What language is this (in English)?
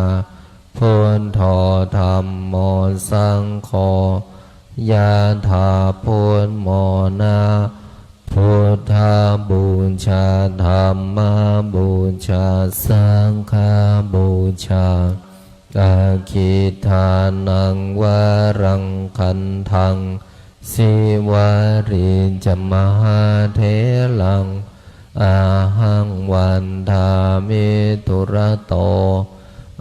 Pali